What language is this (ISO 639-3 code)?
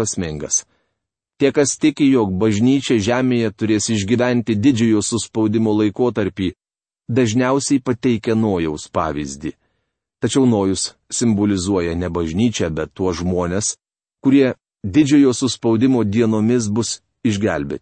lit